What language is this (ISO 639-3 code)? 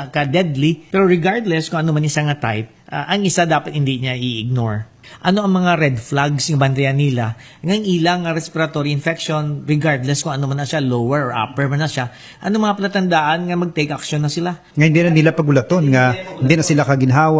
hil